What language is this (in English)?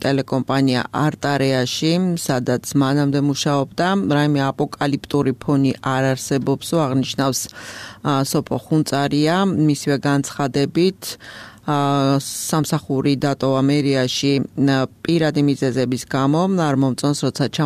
Georgian